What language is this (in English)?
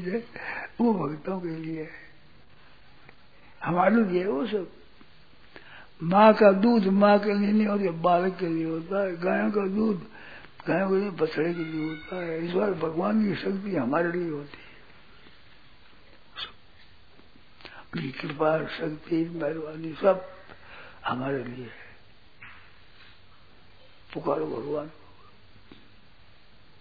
Hindi